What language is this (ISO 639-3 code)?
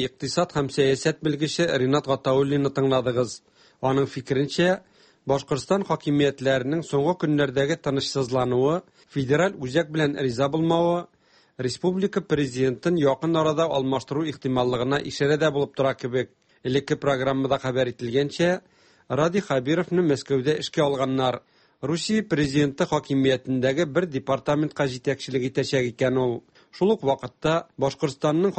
tat